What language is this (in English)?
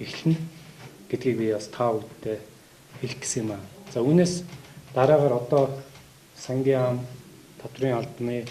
Mongolian